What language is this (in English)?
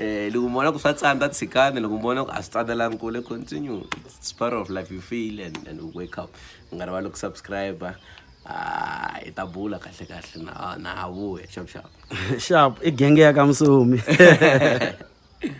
Tsonga